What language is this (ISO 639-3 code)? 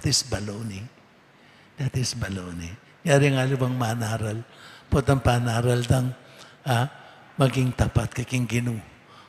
pam